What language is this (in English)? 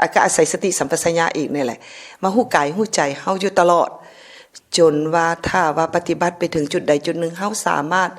Lao